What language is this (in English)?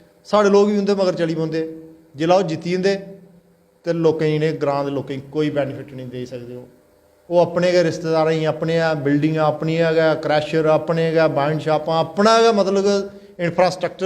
Dogri